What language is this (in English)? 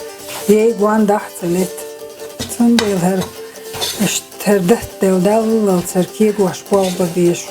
Chechen